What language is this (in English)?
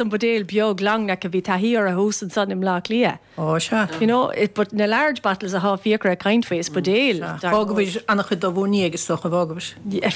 Irish